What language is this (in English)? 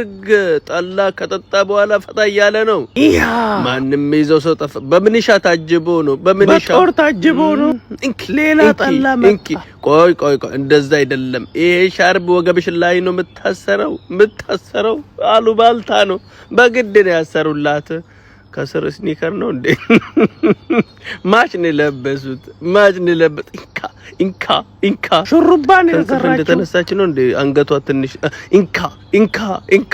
Amharic